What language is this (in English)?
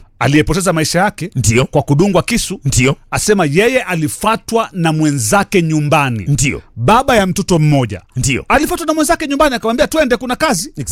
Swahili